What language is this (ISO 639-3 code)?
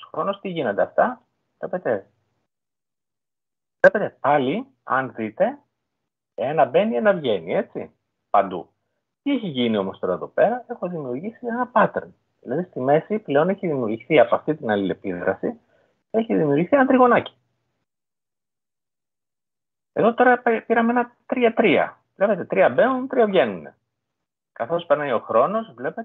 ell